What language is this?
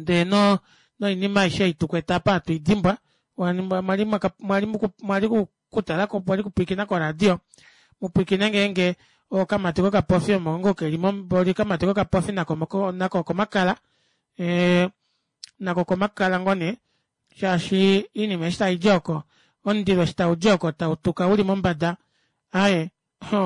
Kuanyama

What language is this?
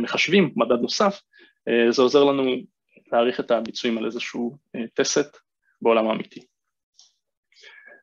Hebrew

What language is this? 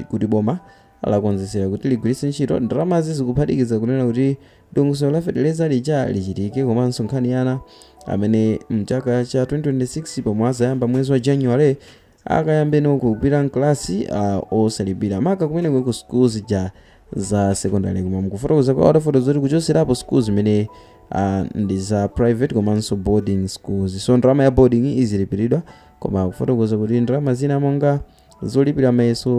Nyanja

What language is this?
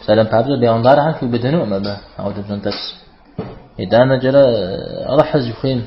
Kabardian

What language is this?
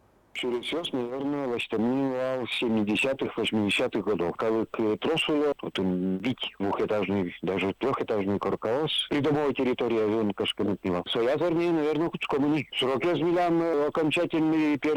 Udmurt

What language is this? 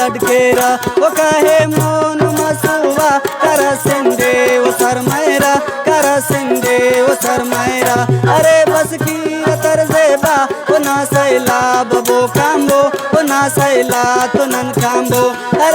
Brahui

